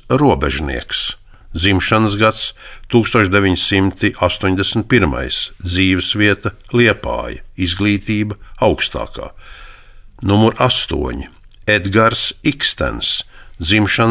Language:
Latvian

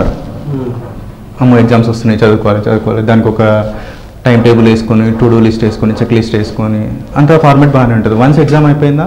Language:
Telugu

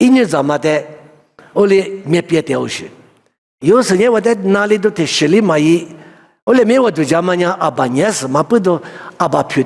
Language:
Lisu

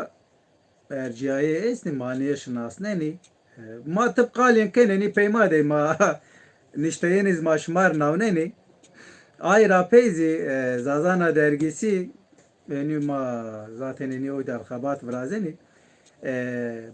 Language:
Zaza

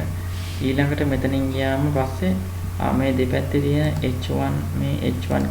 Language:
Sinhala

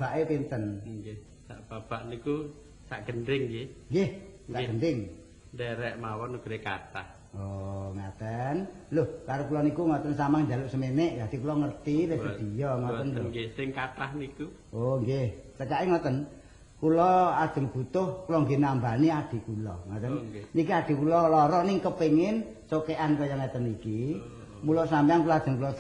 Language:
Javanese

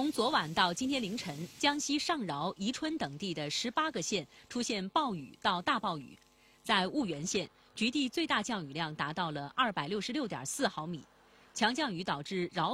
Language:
Chinese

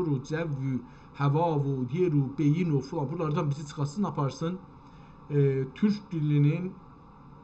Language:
South Azerbaijani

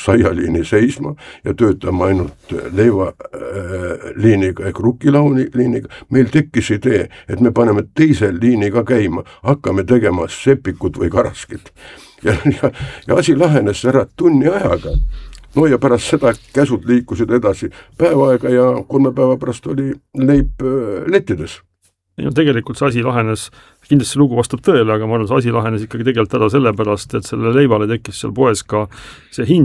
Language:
Estonian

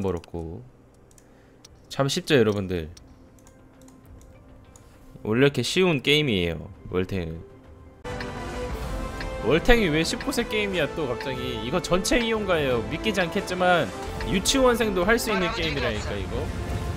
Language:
Korean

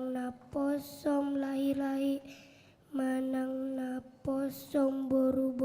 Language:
Batak Toba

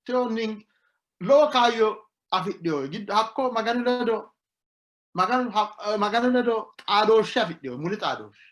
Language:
Sidamo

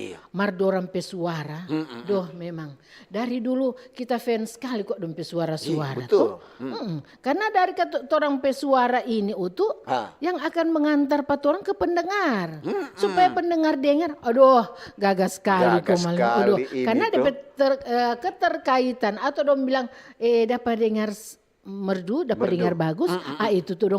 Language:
Manado Malay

